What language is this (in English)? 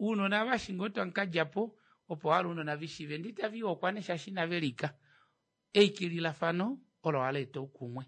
Kuanyama